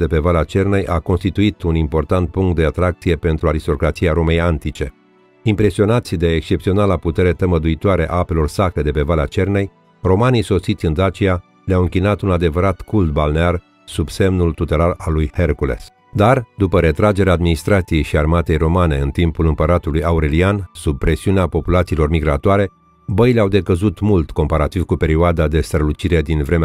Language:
Romanian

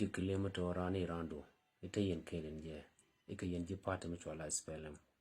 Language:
Nuer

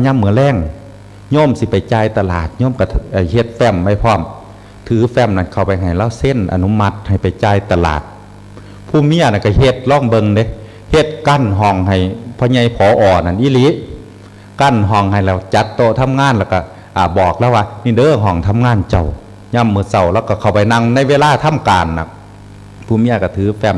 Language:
Northeastern Thai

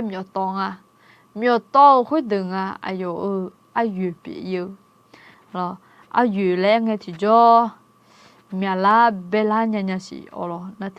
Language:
Akha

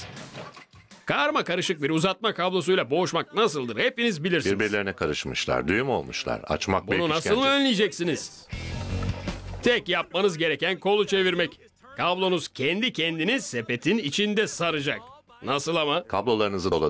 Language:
Turkish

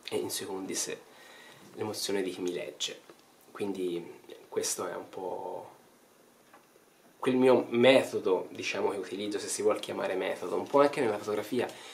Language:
Italian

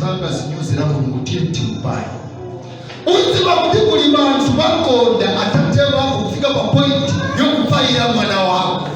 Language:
Nyanja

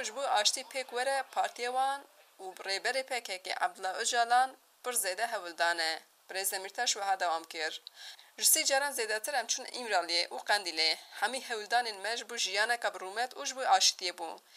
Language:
Kurdish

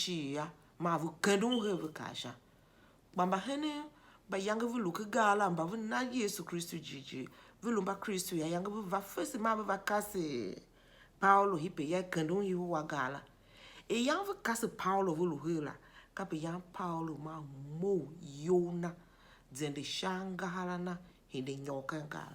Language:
Tiv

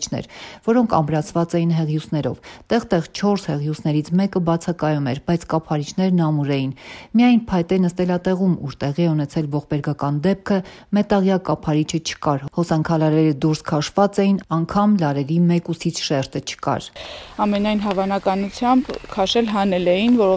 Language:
Armenian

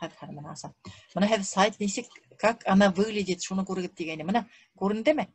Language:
Bashkir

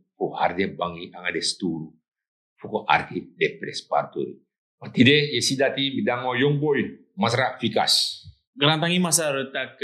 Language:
Sranan Tongo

